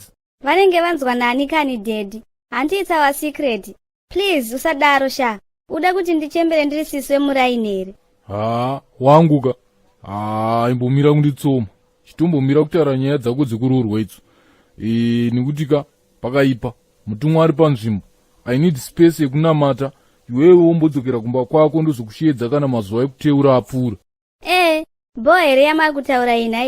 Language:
Shona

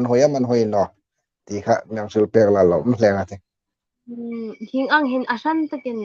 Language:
Hmar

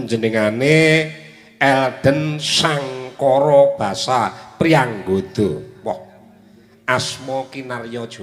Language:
Javanese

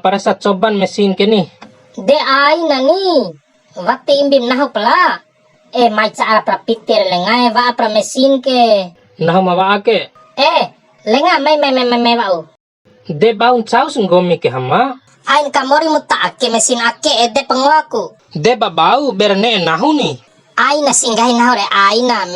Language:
Bima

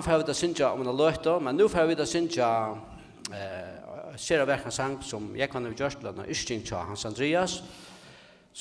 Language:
Faroese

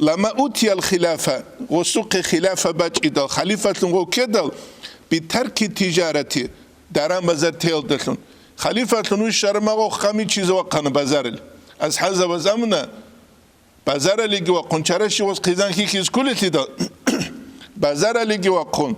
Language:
Avaric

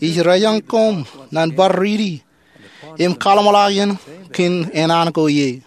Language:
Marshallese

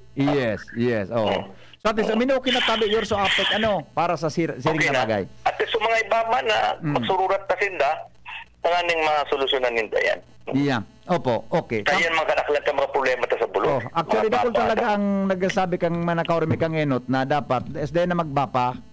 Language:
Bikol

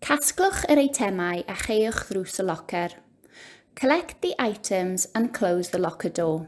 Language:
Welsh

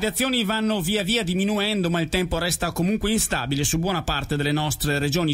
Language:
Italian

